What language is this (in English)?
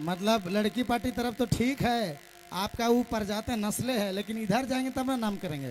Sadri